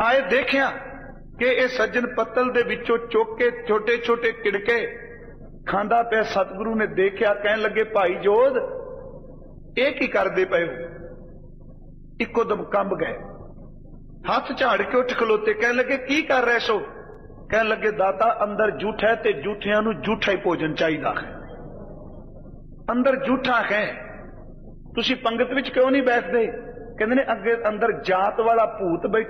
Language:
Punjabi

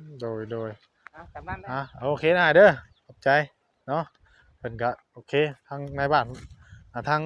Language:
Northeastern Thai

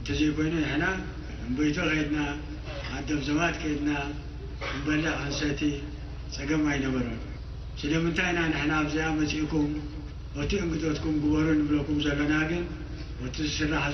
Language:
Tigrinya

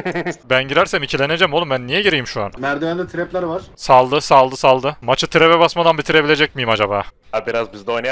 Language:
Turkish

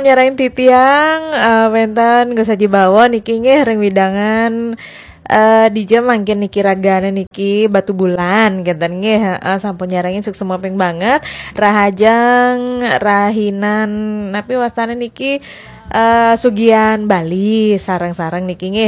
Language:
Balinese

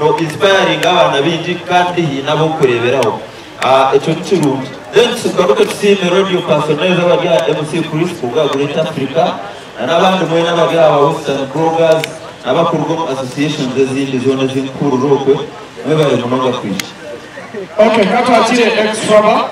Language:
Nyankole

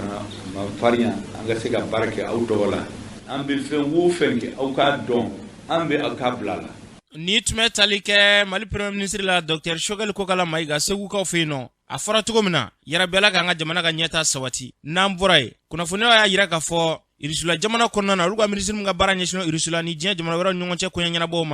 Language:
Bambara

